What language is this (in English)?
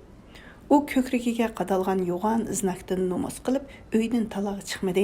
Uyghur